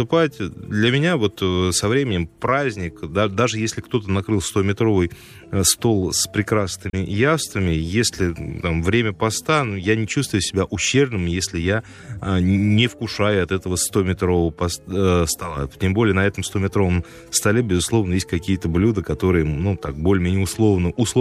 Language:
Russian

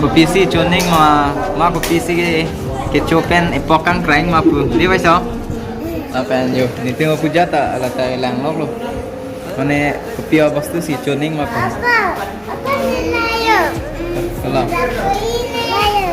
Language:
Karbi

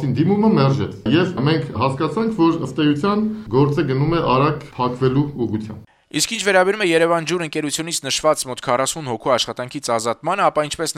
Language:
Armenian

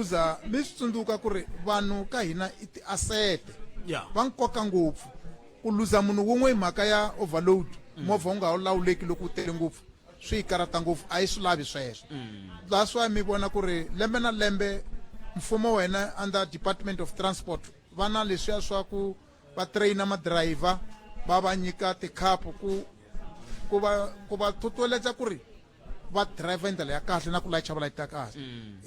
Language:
Tsonga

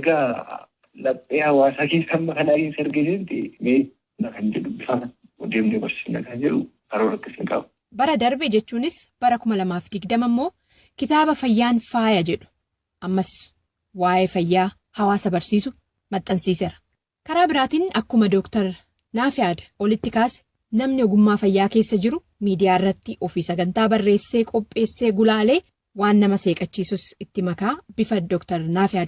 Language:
Oromo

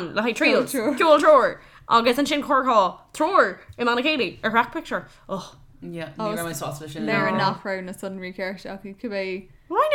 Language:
Irish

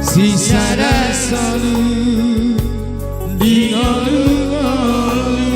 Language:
Batak Toba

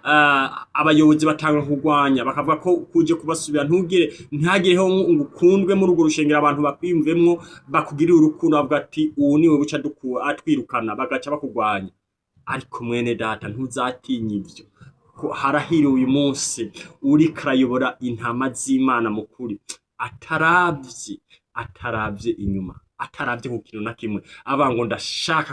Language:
Rundi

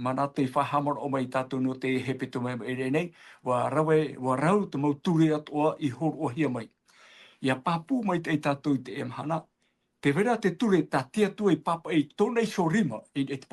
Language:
Tahitian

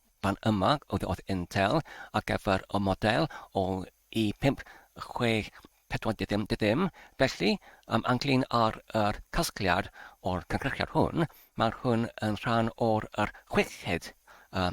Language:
Welsh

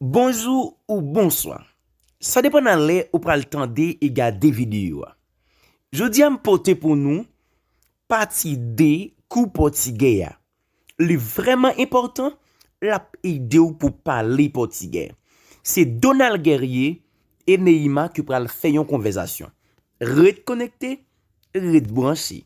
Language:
Haitian Creole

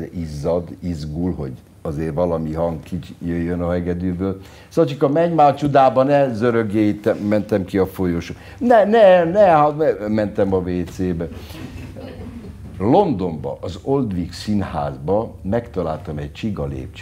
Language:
Hungarian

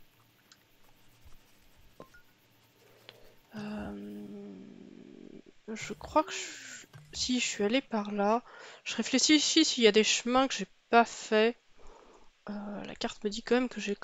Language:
French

